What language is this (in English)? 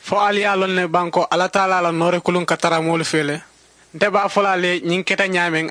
Mandingo